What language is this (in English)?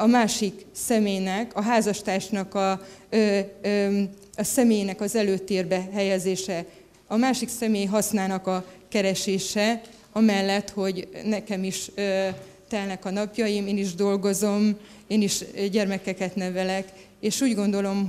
Hungarian